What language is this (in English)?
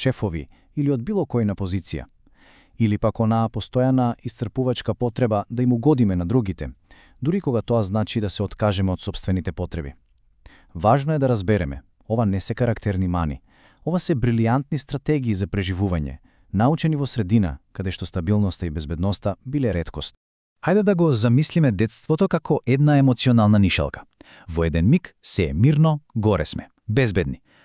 Macedonian